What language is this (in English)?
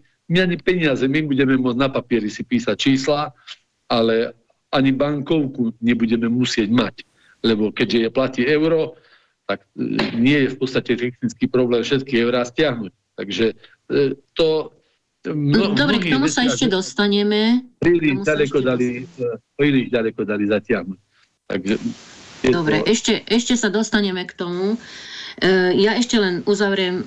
Slovak